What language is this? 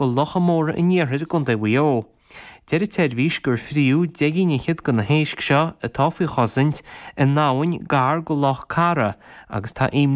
Irish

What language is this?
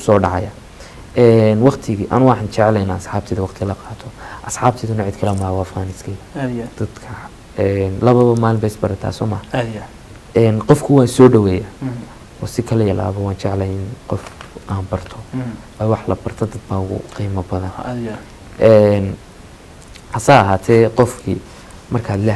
Somali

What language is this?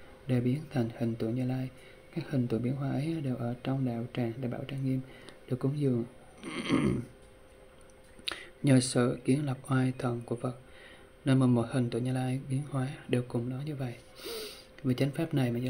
Vietnamese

